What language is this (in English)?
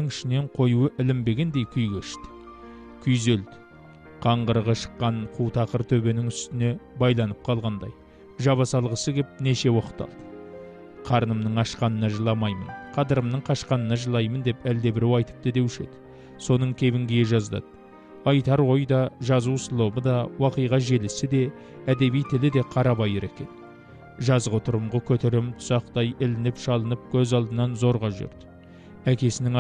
Kazakh